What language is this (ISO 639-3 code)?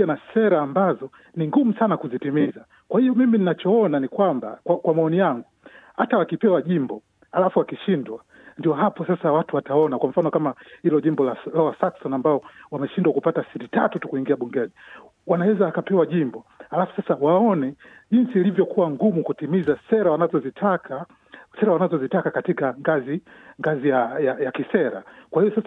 swa